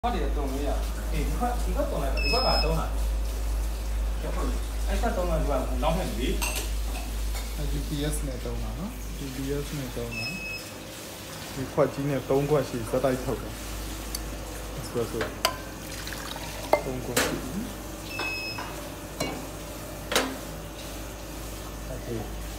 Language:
Burmese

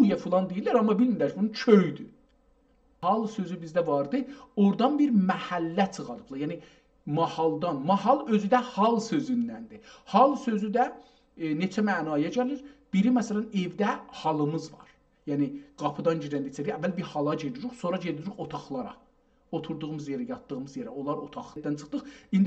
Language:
South Azerbaijani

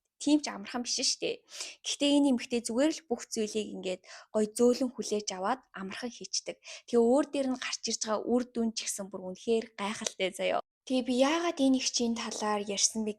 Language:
Mongolian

